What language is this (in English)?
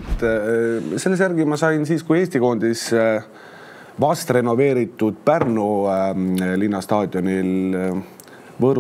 Estonian